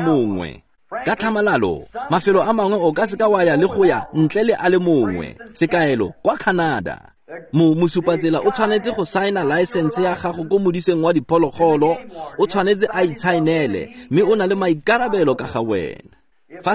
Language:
Tswana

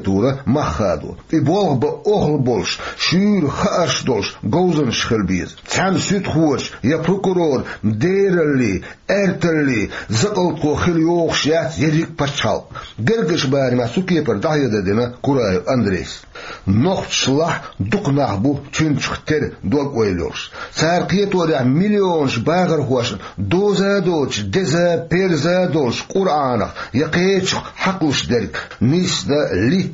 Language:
Chechen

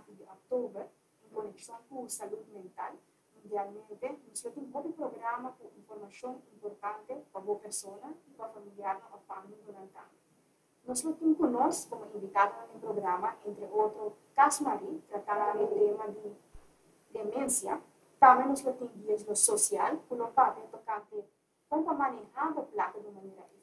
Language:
Papiamento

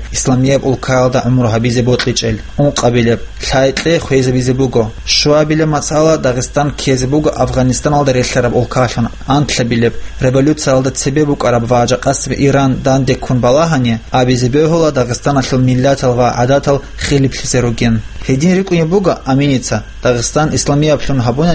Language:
Avaric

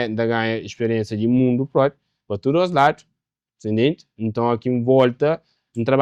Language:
Kabuverdianu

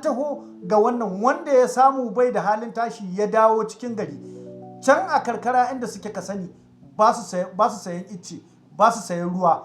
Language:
Hausa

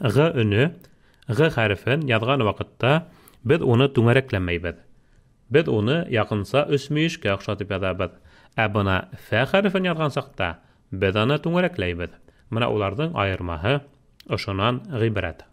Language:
Bashkir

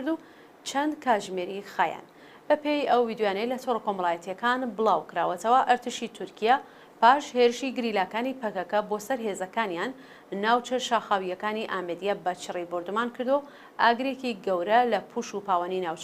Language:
Central Kurdish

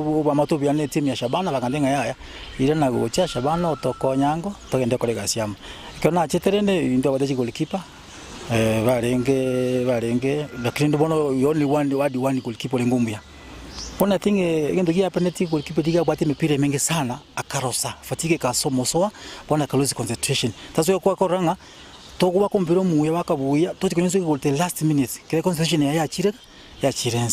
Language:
Gusii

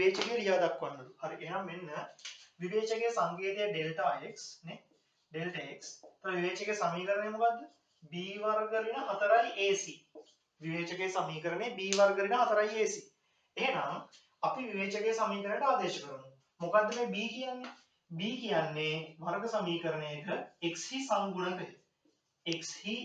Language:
Sinhala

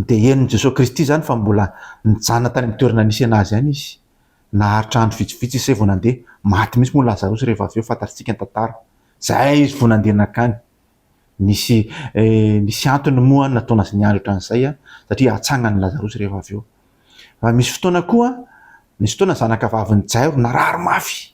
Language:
Malagasy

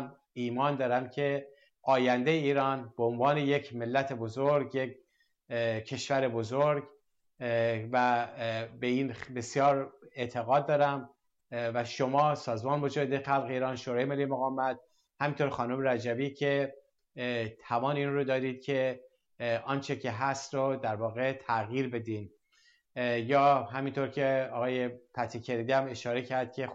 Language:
Persian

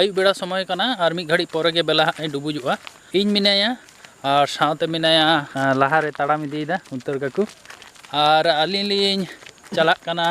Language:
Santali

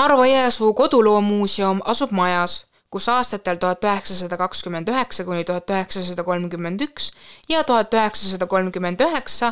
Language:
Estonian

